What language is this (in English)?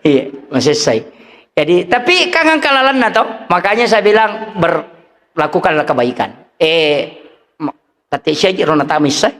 Buginese